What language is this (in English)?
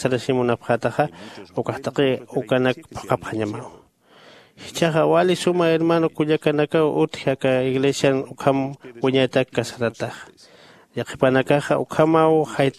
Aymara